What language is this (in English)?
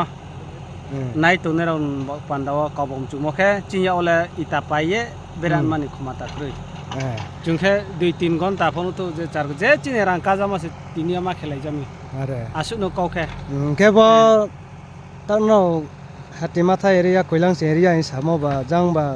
Riang (India)